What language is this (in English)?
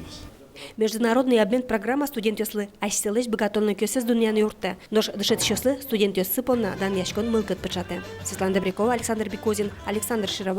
Udmurt